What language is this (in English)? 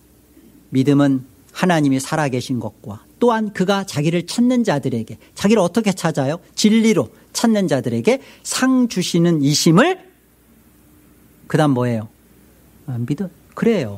Korean